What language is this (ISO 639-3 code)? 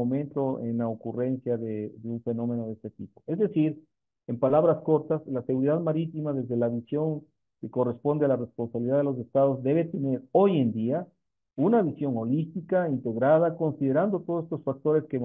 spa